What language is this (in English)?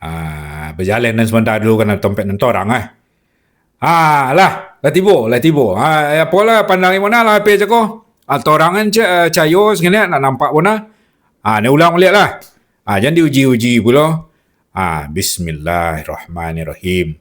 Minangkabau